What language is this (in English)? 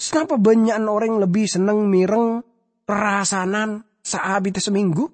Madurese